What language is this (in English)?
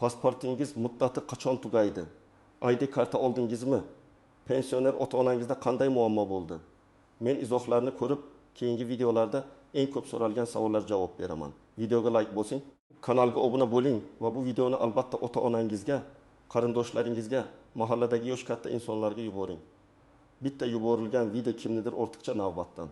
Uzbek